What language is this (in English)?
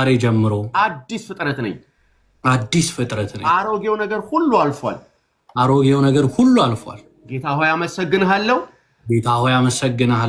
Amharic